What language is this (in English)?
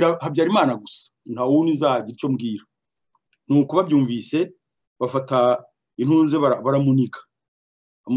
Kinyarwanda